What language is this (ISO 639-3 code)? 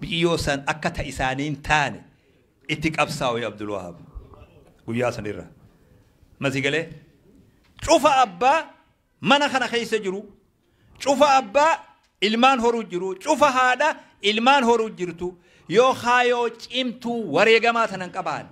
orm